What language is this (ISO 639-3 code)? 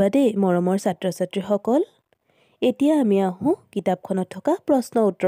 asm